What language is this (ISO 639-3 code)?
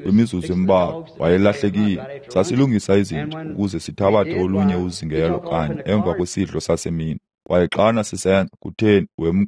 xho